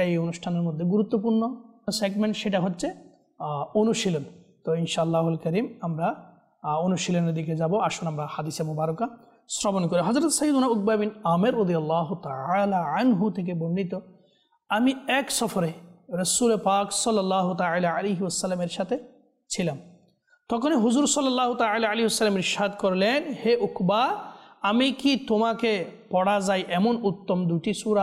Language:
Bangla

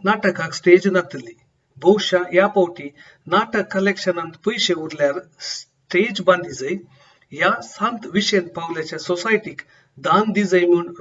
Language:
Konkani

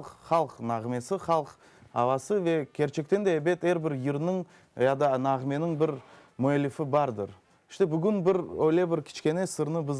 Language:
Crimean Tatar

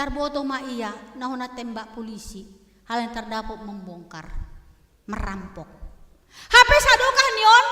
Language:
Batak Simalungun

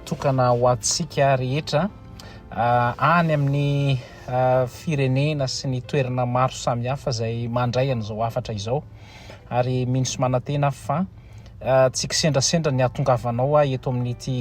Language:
Malagasy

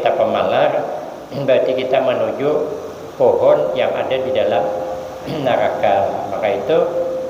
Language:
Banjar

